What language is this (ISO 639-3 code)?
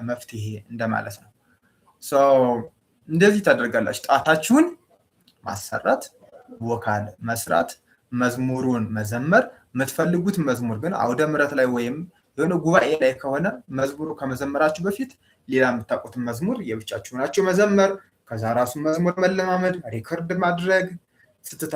amh